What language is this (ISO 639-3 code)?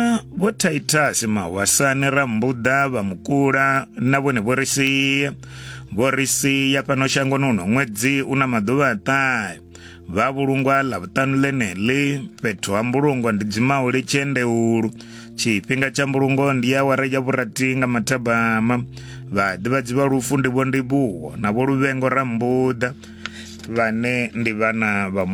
ven